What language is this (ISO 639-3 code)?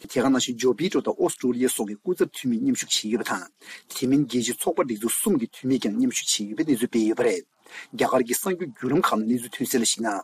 bod